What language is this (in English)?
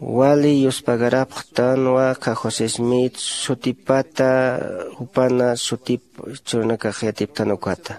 Aymara